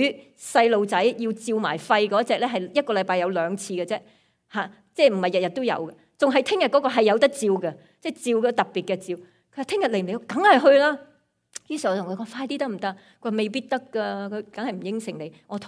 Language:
Cantonese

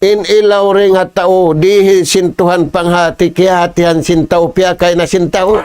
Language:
Tausug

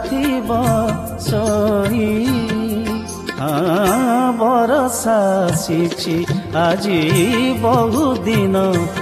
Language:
Odia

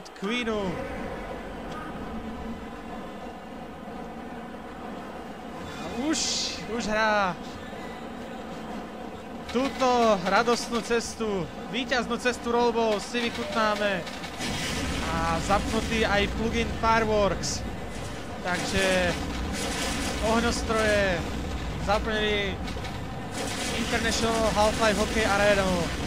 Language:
Slovak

